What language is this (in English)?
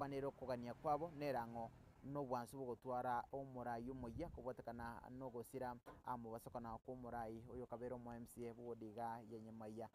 Gusii